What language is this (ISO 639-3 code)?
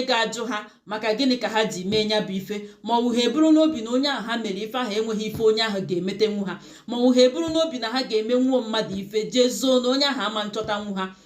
ibo